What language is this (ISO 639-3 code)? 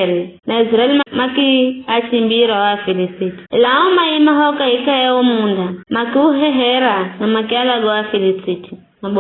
nyf